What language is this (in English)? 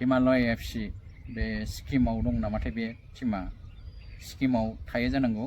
Bodo